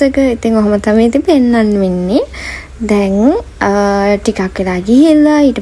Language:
Sinhala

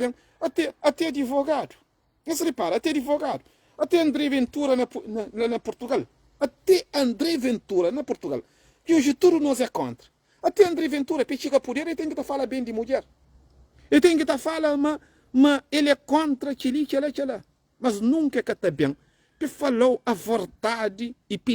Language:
Kabuverdianu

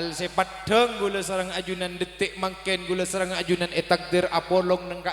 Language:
Madurese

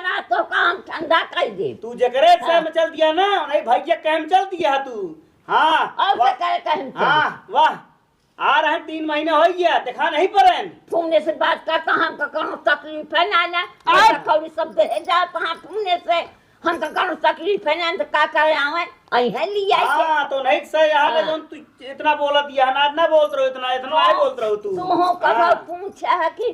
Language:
Awadhi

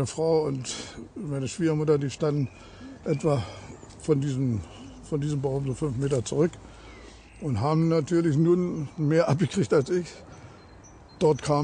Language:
German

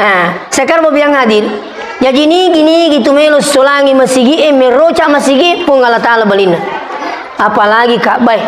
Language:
Buginese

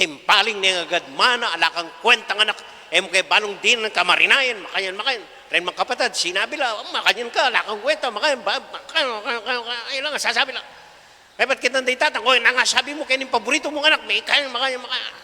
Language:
Pampanga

